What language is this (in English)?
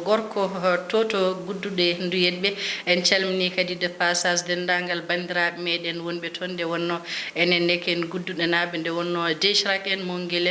Fula